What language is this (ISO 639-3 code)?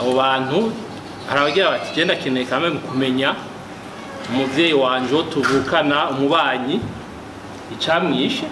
run